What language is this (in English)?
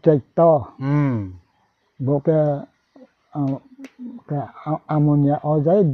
Riang (India)